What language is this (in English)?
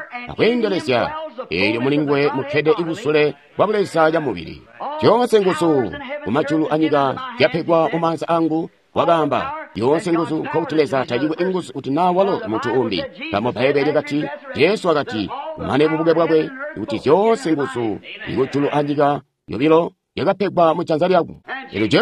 Tonga (Zambia)